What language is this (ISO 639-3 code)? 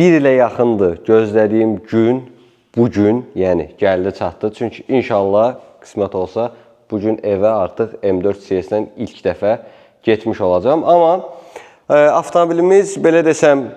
aze